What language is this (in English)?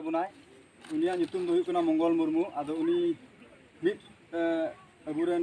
Santali